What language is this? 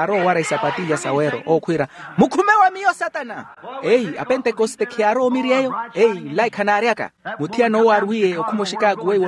Makhuwa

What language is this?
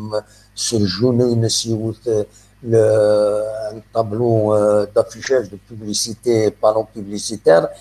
Kabyle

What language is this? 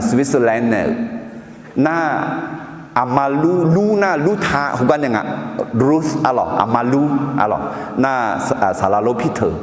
Akha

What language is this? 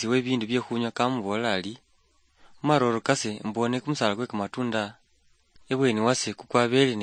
Luyia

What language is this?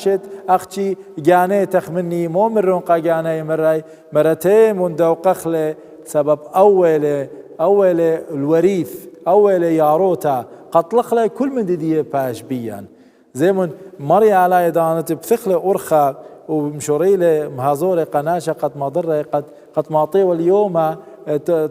Assyrian Neo-Aramaic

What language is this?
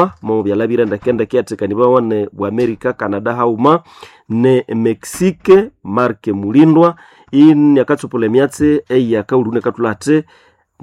Nande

